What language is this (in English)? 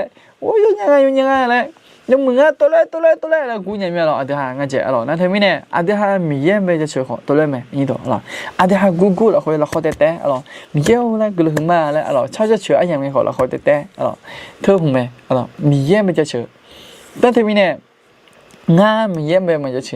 Akha